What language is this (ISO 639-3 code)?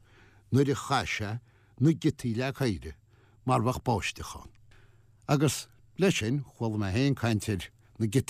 gle